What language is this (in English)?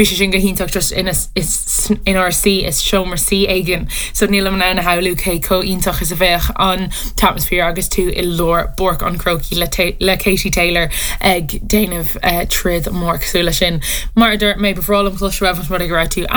Irish